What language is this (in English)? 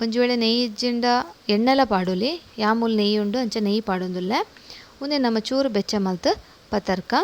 Tulu